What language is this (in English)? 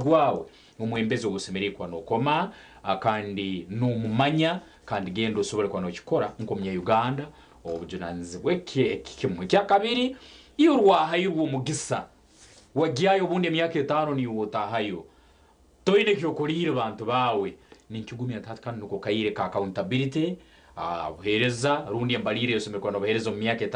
Nyankole